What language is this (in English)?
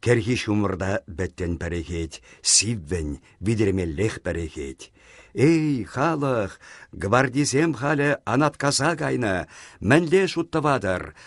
Chuvash